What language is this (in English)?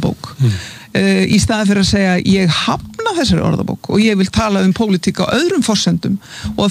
Icelandic